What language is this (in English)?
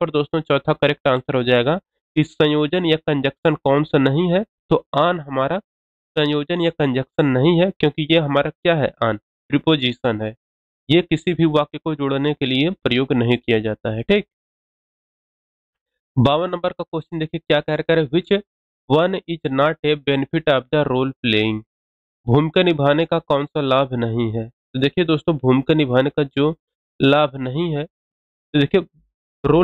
Hindi